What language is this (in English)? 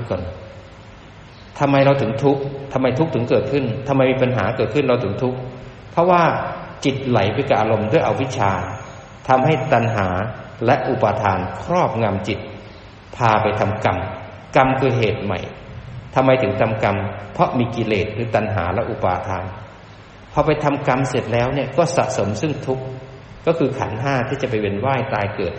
Thai